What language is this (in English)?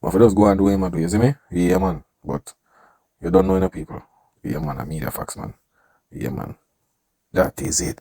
Jamaican Creole English